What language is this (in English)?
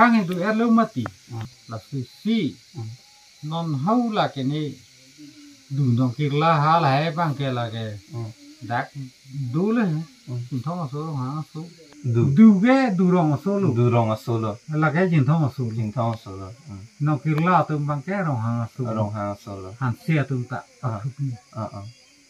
Karbi